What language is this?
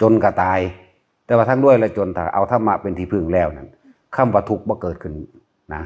Lao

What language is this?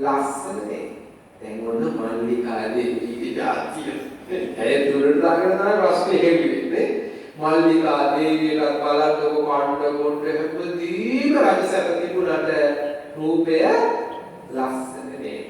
Sinhala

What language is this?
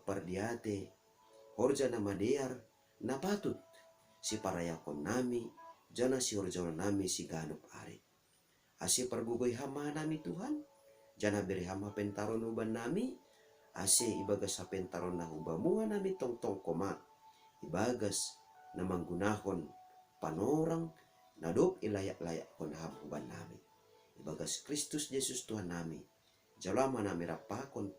Batak Simalungun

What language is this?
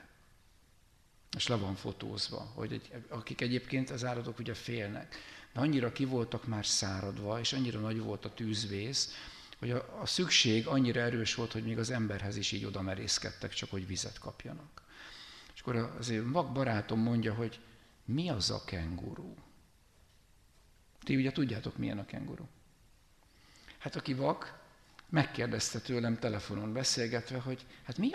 Hungarian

